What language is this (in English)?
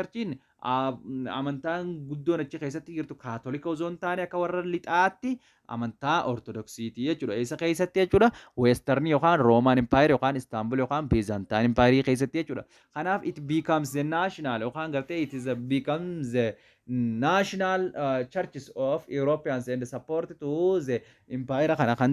Oromo